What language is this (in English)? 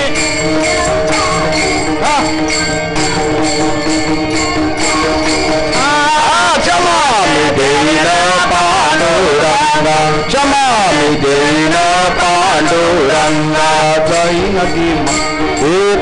Marathi